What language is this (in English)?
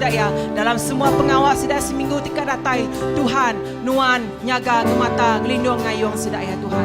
Iban